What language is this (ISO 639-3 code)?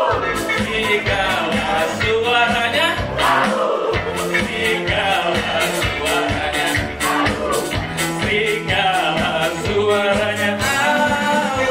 ind